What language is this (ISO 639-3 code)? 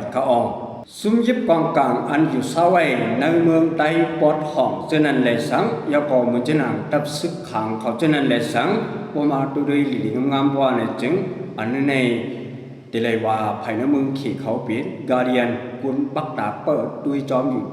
shn